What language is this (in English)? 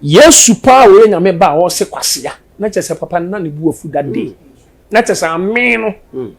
Akan